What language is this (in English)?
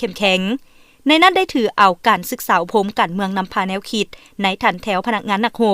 Lao